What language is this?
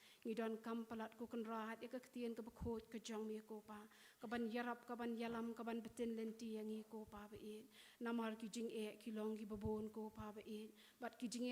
Khasi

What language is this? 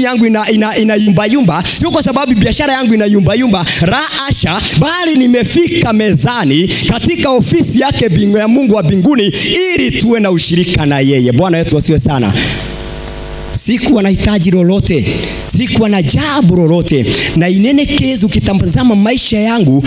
Swahili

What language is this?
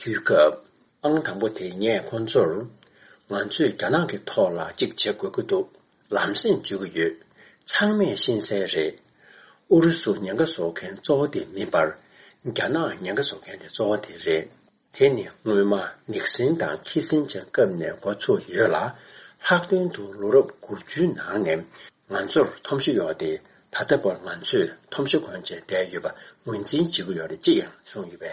Tibetan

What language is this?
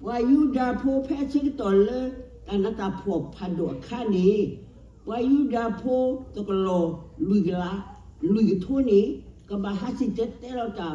S'gaw Karen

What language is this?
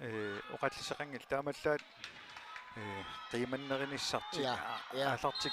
Kalaallisut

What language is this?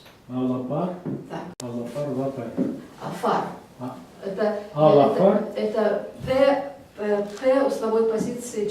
Belarusian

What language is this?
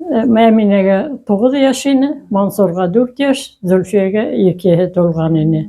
Bashkir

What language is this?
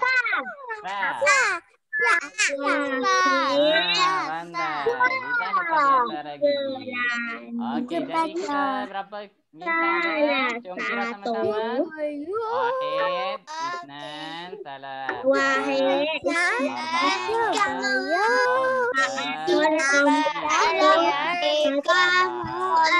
Malay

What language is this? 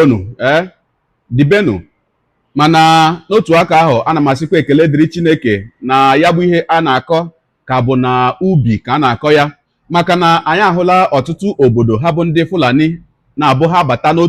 Igbo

